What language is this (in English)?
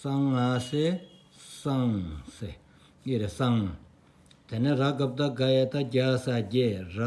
Stod Bhoti